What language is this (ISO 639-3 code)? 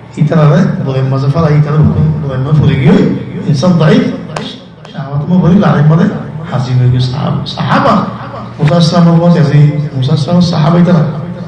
rhg